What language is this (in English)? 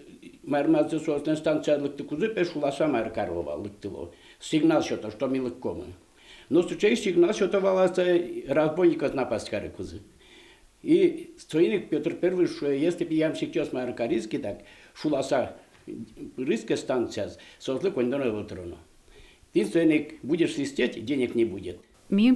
Udmurt